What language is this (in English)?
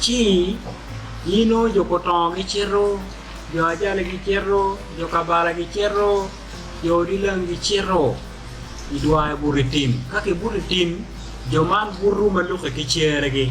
Acoli